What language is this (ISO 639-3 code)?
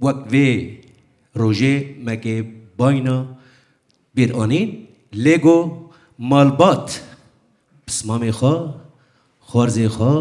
kur